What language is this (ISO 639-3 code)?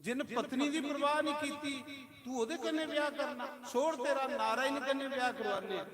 doi